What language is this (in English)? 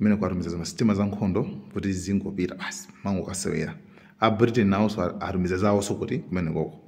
Nyanja